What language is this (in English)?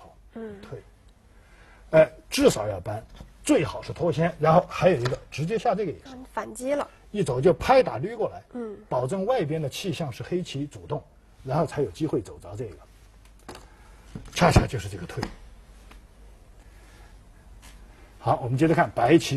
Chinese